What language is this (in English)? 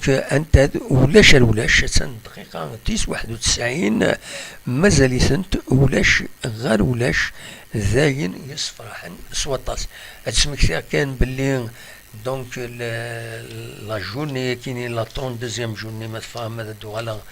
Kabyle